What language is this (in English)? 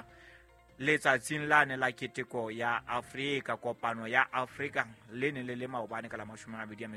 Southern Sotho